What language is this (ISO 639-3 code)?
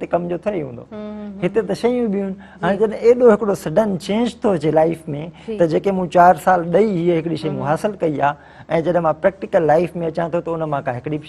snd